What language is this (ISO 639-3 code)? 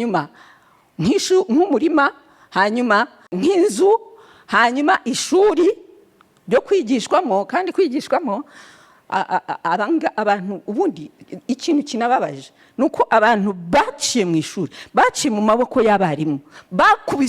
kin